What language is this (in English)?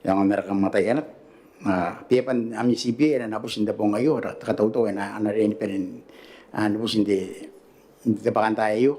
Gilbertese